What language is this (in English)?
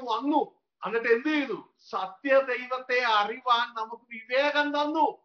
Malayalam